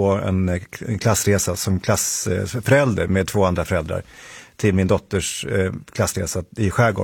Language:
Swedish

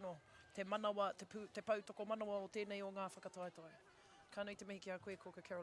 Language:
Māori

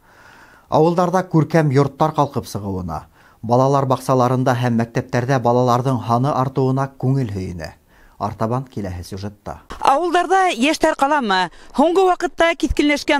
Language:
Bashkir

